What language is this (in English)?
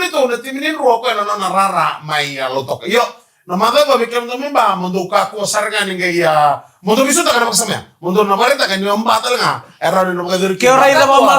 Fijian